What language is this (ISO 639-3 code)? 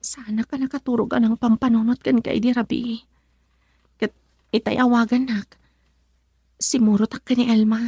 ilo